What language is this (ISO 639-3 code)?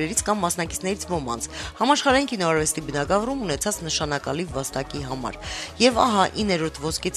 hye